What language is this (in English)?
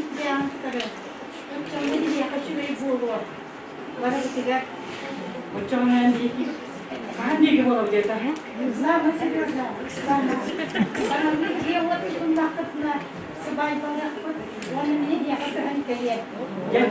Yakut